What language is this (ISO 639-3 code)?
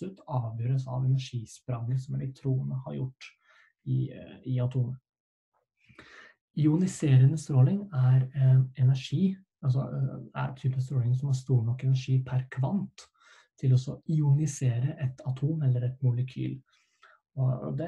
nor